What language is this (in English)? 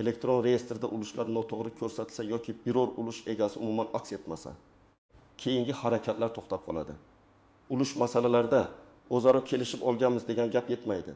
Uzbek